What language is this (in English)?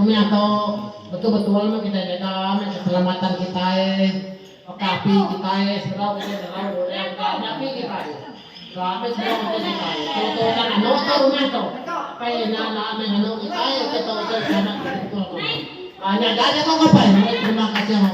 Iban